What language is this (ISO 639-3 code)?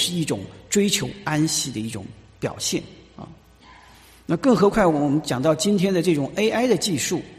zho